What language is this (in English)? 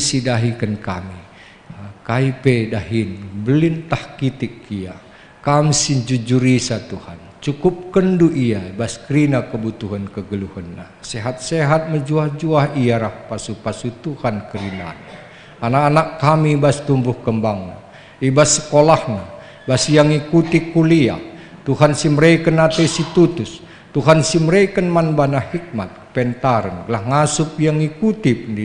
Batak Karo